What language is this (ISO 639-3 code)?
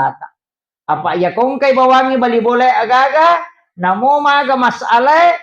bug